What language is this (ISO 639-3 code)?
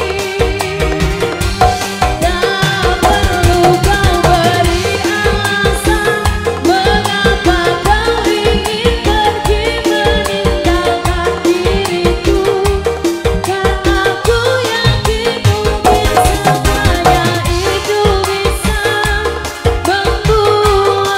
ind